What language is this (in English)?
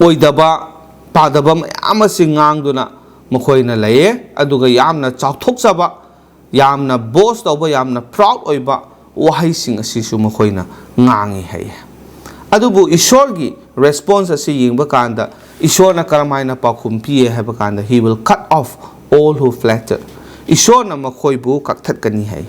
Manipuri